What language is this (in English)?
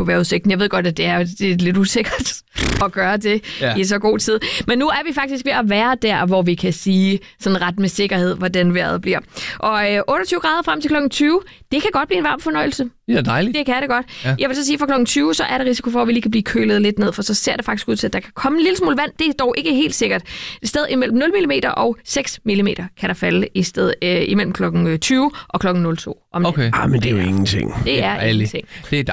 Danish